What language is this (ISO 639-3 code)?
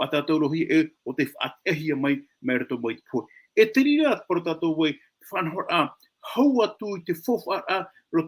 tah